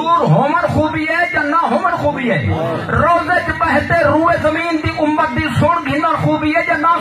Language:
Saraiki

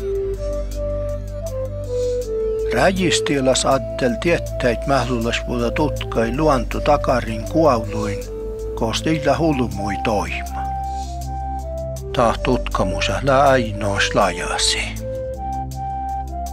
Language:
Finnish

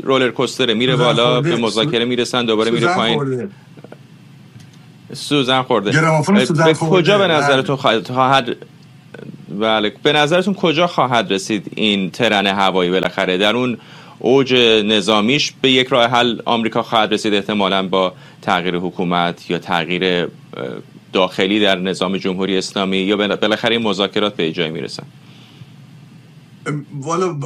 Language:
Persian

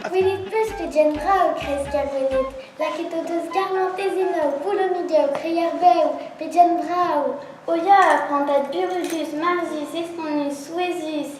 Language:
Breton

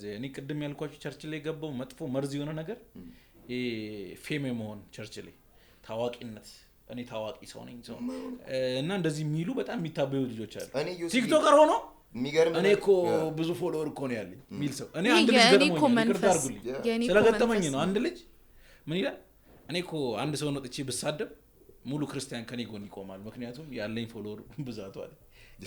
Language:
Amharic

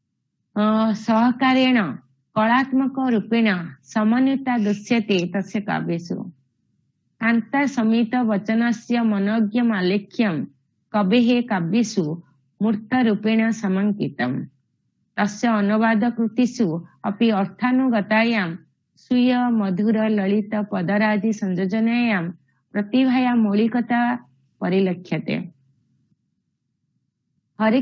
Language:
Sanskrit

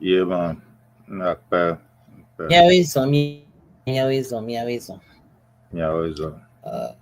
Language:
Ewe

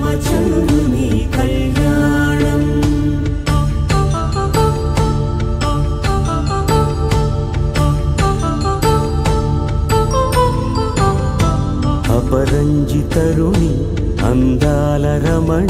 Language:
Telugu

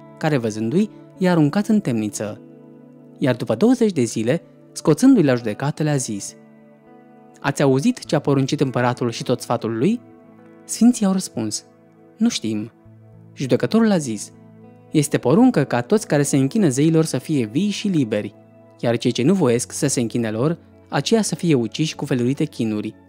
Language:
Romanian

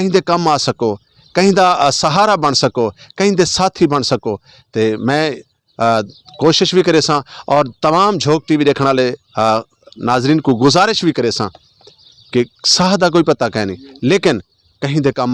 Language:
Saraiki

